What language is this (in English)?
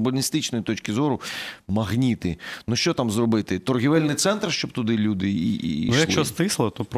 Ukrainian